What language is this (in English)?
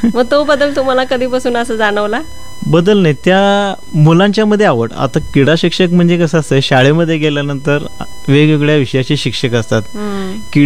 Marathi